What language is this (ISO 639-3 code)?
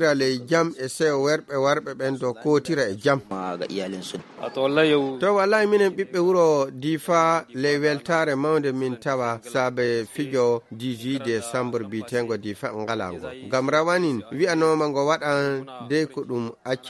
ful